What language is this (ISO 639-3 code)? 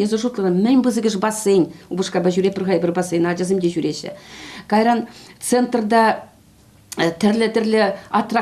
chv